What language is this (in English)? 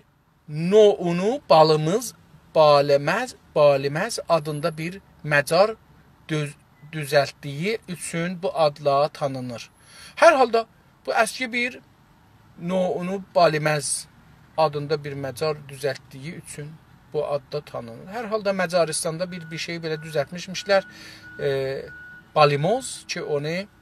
South Azerbaijani